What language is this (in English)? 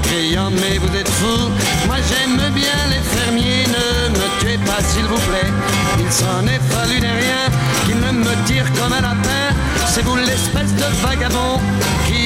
French